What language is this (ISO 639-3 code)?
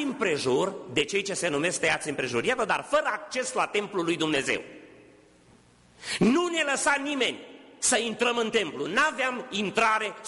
ron